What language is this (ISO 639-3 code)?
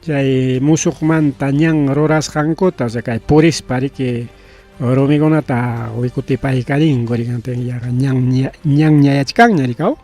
quy